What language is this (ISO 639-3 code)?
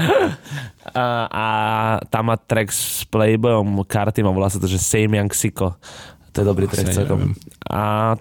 slk